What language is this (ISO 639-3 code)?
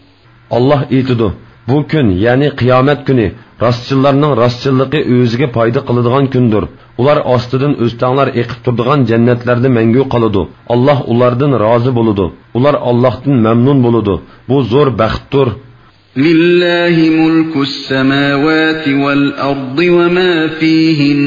uig